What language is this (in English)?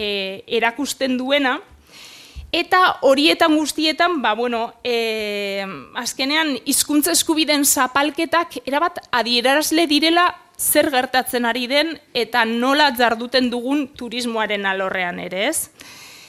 Basque